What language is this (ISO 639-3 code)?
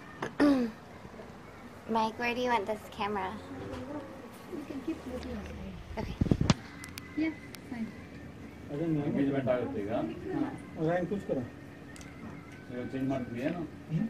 kan